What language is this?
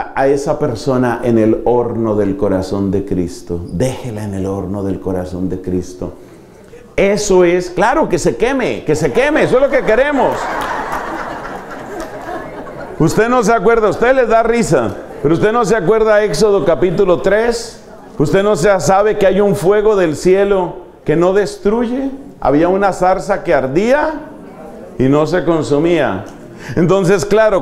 Spanish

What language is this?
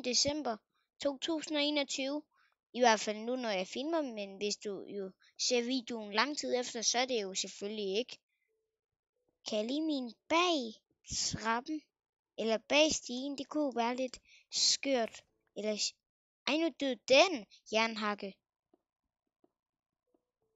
Danish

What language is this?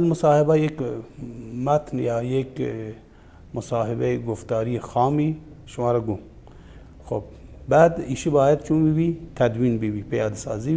Baluchi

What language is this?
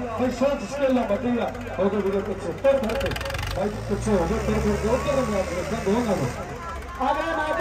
Punjabi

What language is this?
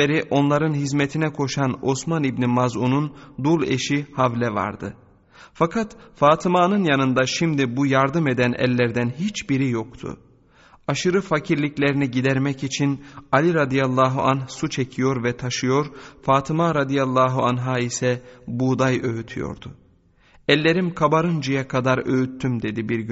Turkish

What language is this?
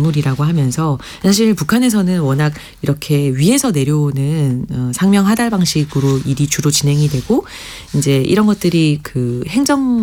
Korean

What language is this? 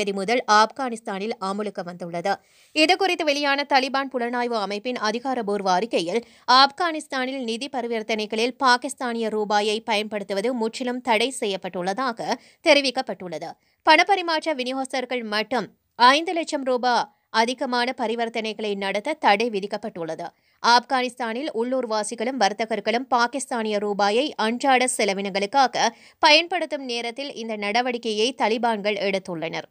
Tamil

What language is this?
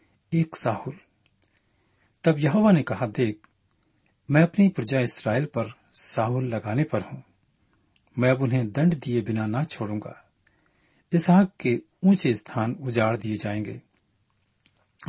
Hindi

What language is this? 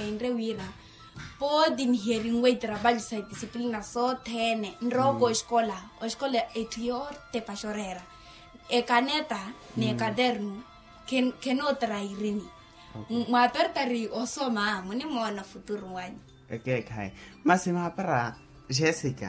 Makhuwa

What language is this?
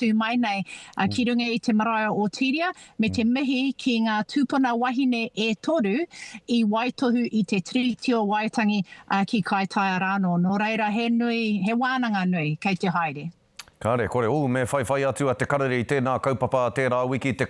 Māori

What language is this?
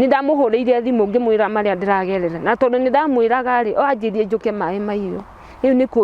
Kikuyu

